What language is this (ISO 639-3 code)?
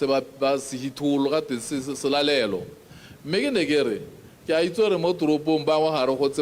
tsn